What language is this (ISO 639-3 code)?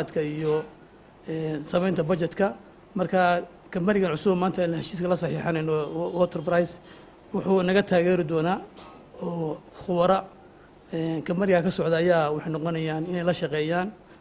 som